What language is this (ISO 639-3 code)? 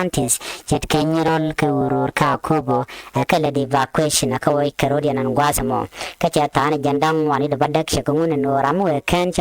nus